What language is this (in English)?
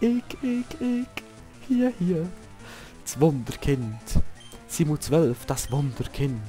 Swiss German